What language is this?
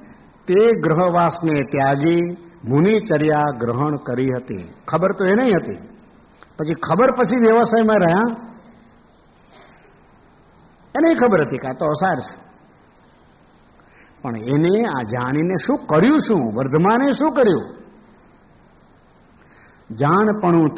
Gujarati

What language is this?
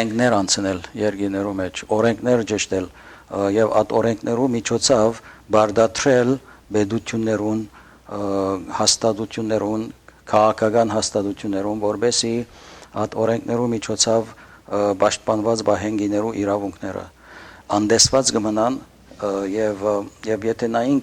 Western Armenian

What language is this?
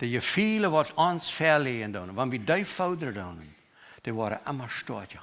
Plautdietsch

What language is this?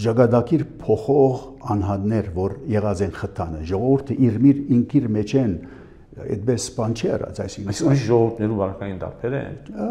Armenian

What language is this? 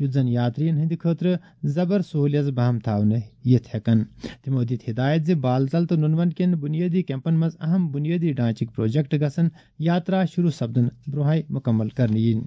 Kashmiri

